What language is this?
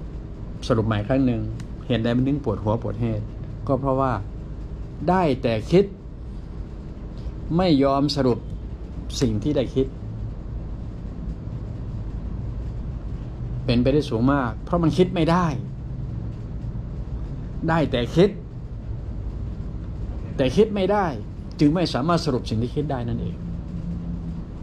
Thai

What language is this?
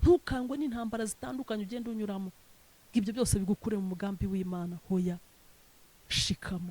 Kinyarwanda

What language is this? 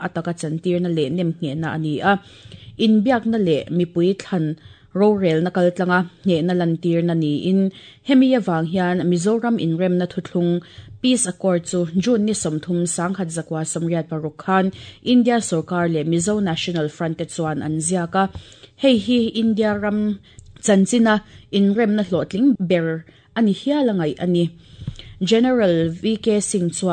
Mizo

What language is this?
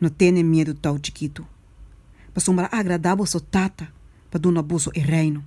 Papiamento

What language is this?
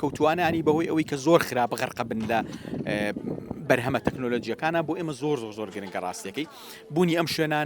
Central Kurdish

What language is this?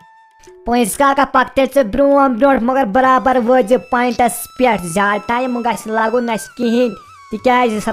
Kashmiri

